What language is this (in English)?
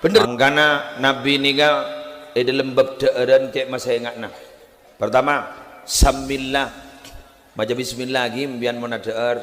Madurese